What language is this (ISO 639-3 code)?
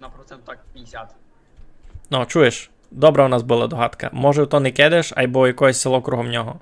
rue